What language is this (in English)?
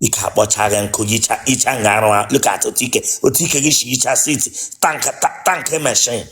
Igbo